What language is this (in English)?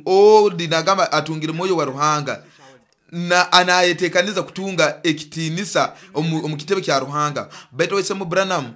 Nyoro